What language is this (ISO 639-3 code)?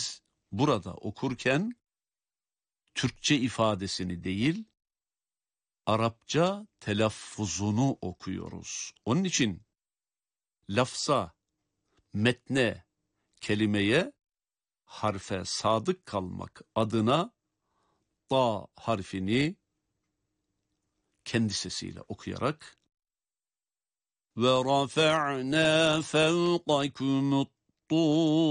tur